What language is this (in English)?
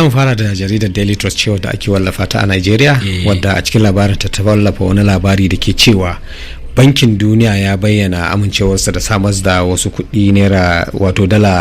Hausa